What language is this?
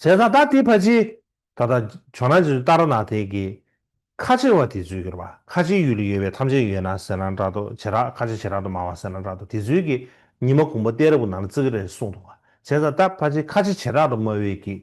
Tibetan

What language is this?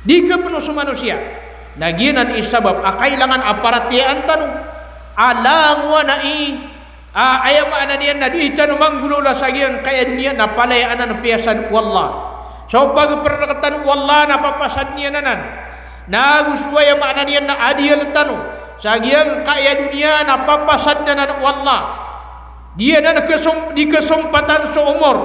Maranao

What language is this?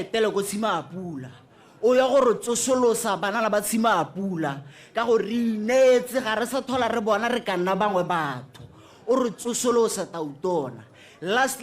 Tswana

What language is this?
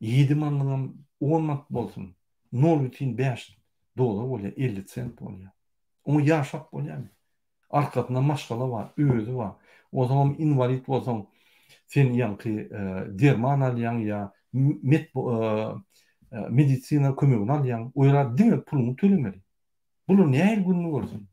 Turkmen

